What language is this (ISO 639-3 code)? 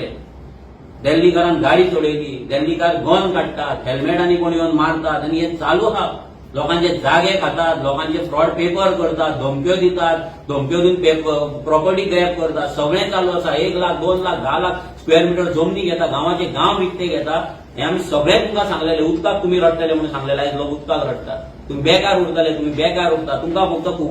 kok